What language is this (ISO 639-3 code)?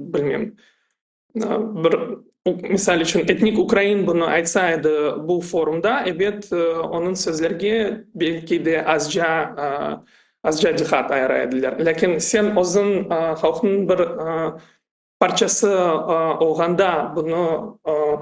crh